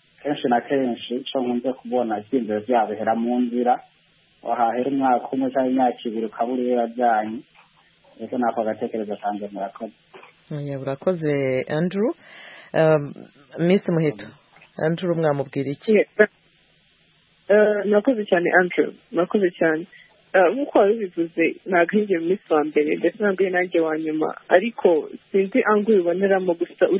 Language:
Kinyarwanda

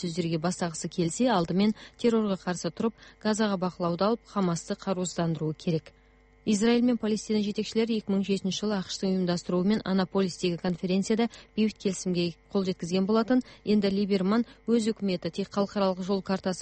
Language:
Kazakh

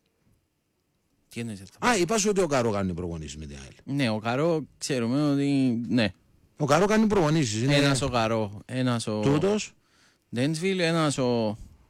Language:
Greek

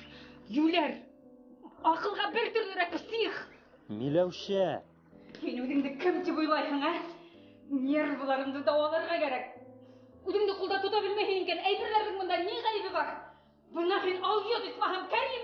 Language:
Bashkir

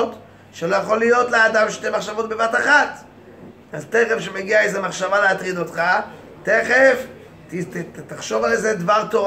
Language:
Hebrew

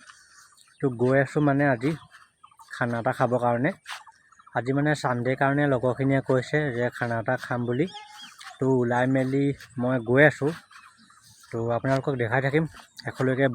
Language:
Assamese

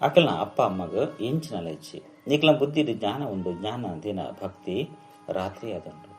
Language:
Tulu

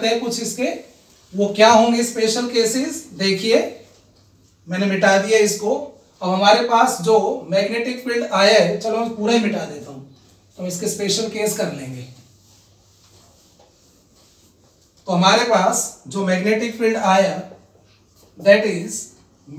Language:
Hindi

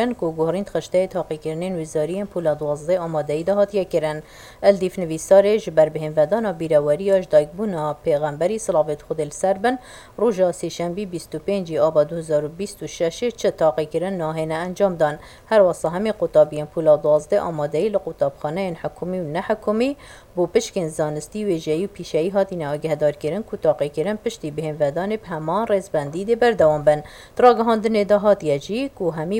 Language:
Kurdish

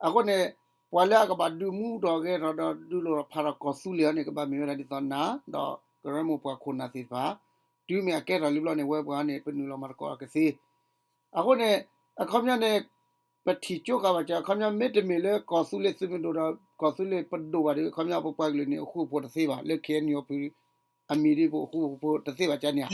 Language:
S'gaw Karen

